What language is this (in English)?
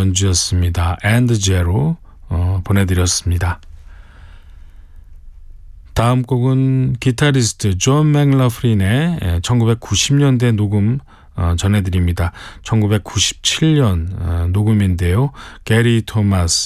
Korean